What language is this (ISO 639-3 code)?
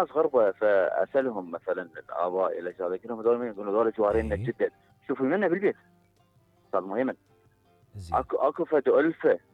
acm